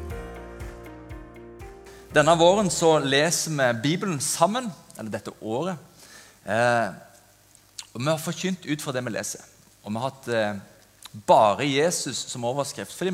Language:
Norwegian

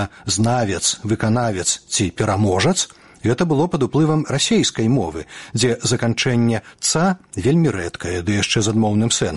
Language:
Belarusian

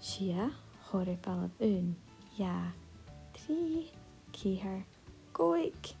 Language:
Scottish Gaelic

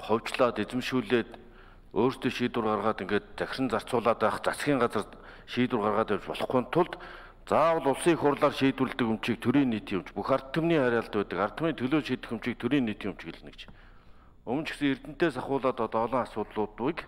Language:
Mongolian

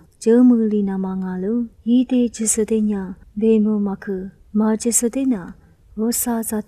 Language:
Lisu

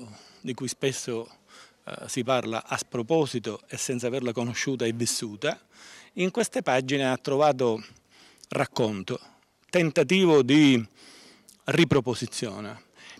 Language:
Italian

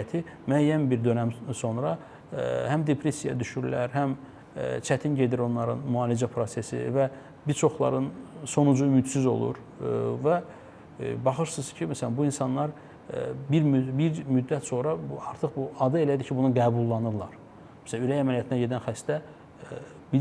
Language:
Azerbaijani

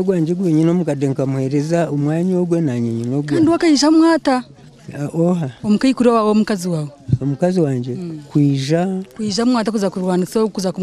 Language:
Nyankole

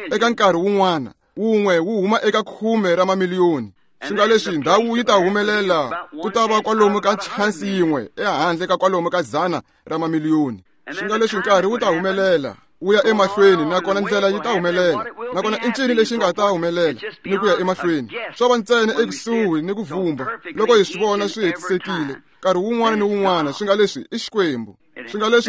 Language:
Tsonga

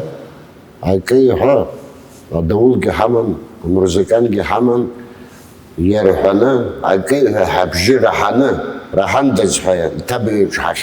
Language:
Abkhazian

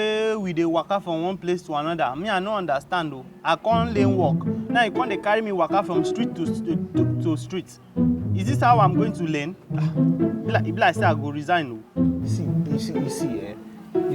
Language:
Nigerian Pidgin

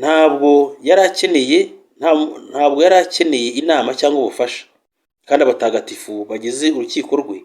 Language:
Kinyarwanda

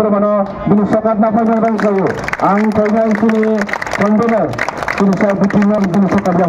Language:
Kok Borok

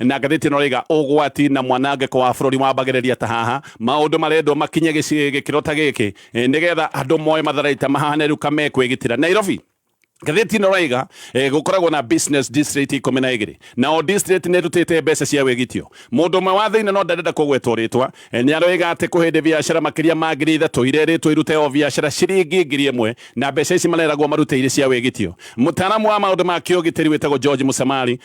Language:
Kikuyu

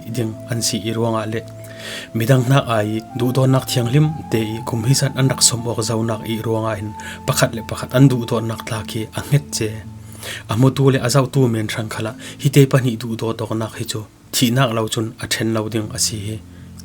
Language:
Falam Chin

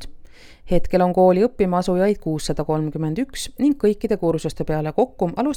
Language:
Estonian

